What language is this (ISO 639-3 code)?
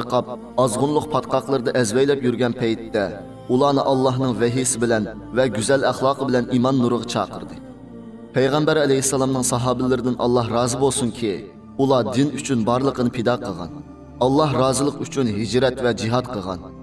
uig